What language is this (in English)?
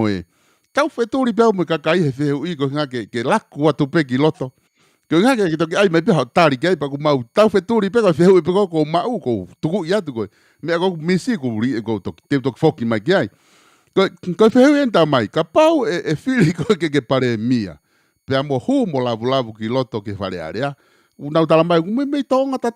Tongan